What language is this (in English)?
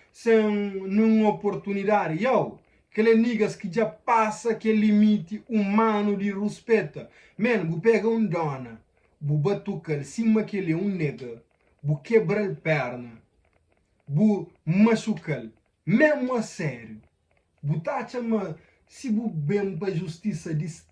Kabuverdianu